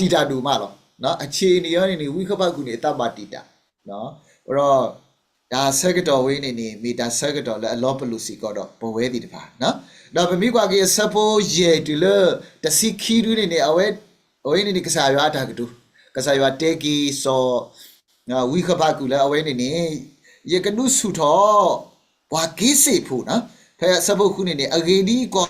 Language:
S'gaw Karen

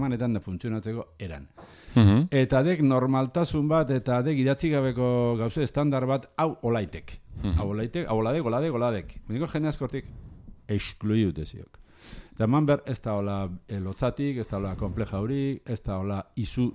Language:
Basque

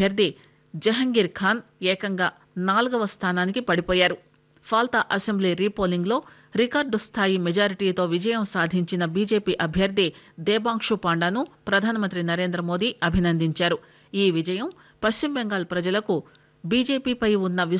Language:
Telugu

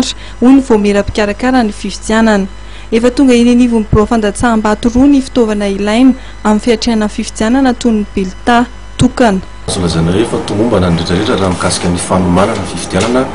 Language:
Malagasy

